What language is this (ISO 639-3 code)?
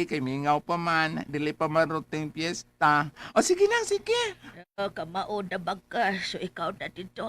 ceb